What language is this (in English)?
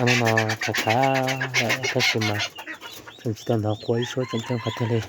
Hmong